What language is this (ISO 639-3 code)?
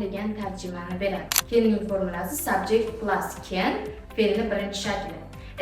uzb